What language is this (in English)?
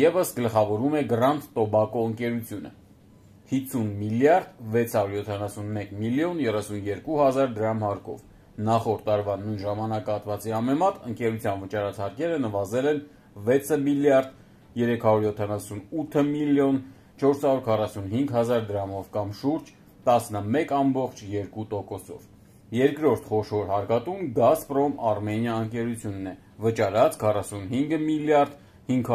Armenian